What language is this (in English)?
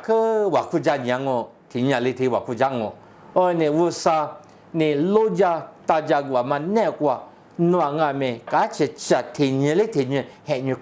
Lisu